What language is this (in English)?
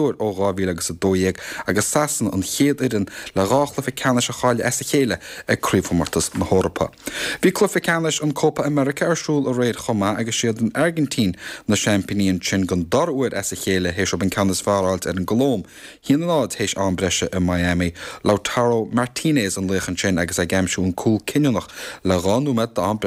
Irish